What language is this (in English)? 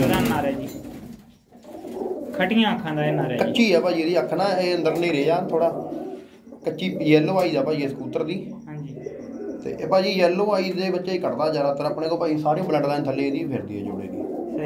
Punjabi